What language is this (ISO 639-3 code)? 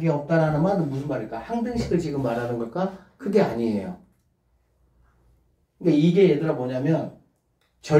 kor